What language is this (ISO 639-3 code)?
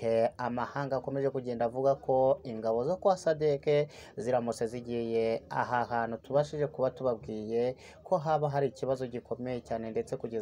kin